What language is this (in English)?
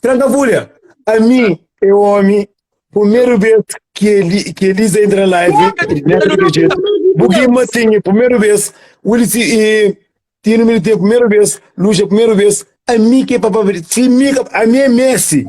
Kabuverdianu